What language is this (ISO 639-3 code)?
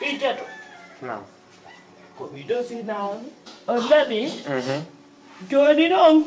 ful